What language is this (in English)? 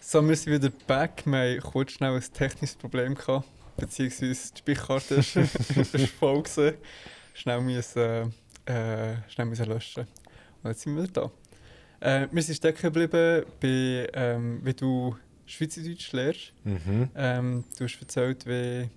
Swiss German